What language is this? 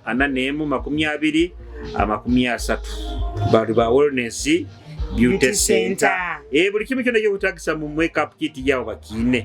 Nyoro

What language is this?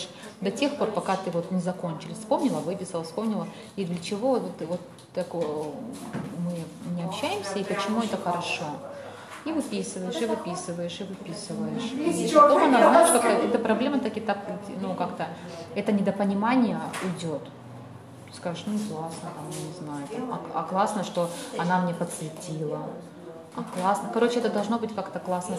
Russian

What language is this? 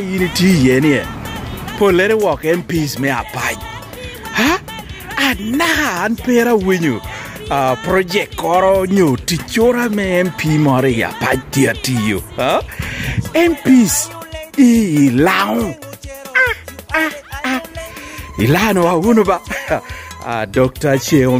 Lango (Uganda)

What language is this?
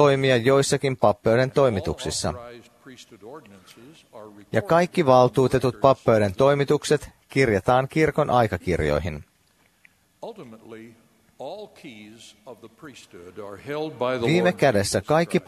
Finnish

